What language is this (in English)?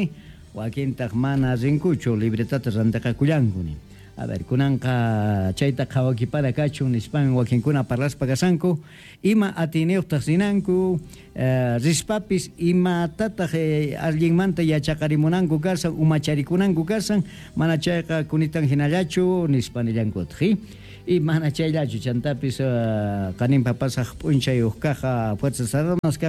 Quechua